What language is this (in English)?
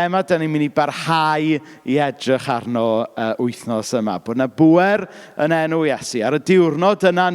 Welsh